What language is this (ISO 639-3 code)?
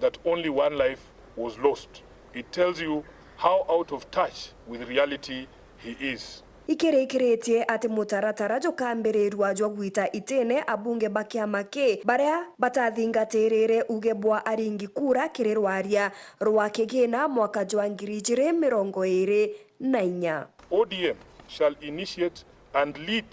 mer